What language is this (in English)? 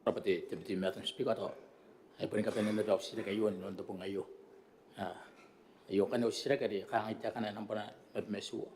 Gilbertese